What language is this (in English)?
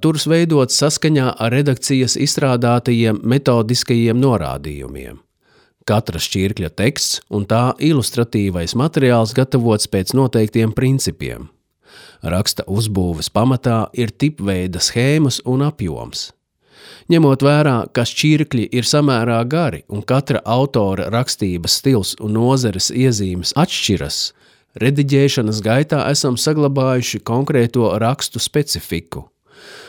Latvian